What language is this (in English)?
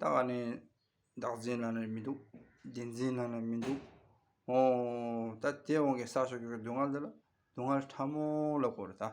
Tibetan